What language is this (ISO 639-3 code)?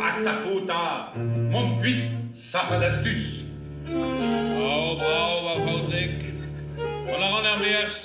bre